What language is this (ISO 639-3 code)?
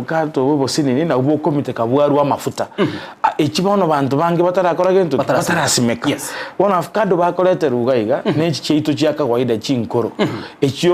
guz